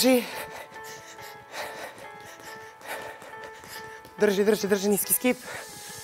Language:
Serbian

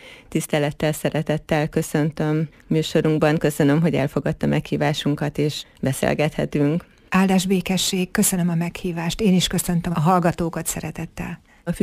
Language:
Hungarian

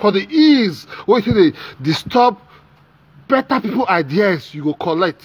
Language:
Nigerian Pidgin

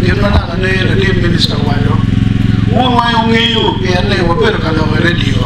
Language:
Acoli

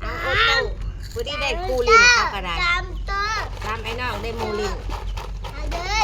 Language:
Northeastern Thai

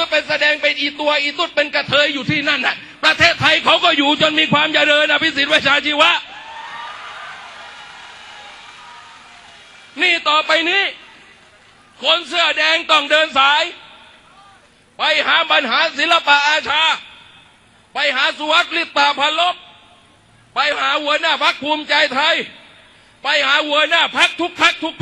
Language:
Thai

